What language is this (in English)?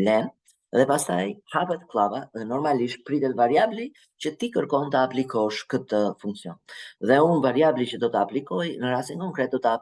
Albanian